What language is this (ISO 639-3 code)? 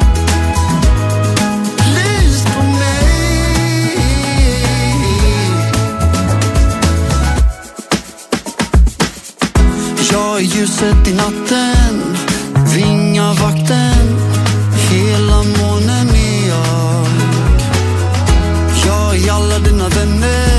swe